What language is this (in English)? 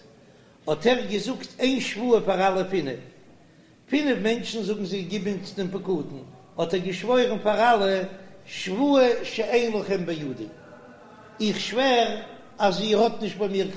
Yiddish